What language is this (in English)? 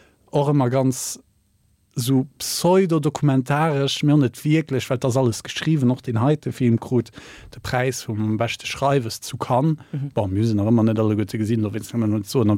Luxembourgish